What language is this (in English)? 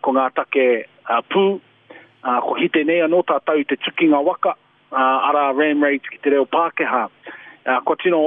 Māori